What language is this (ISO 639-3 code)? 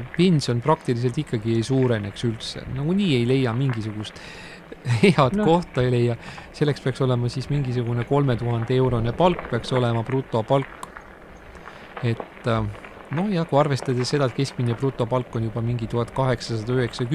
est